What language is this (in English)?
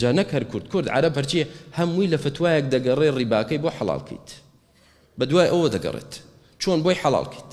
Central Kurdish